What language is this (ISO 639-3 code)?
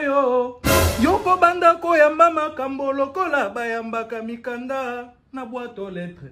lin